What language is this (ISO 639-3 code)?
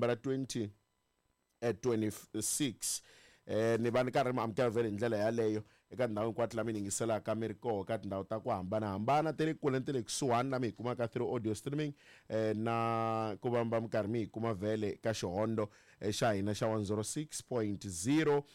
tso